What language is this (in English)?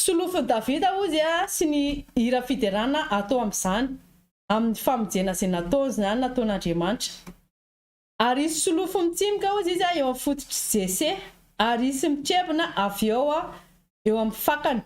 Malagasy